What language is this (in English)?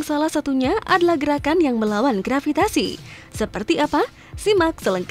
Indonesian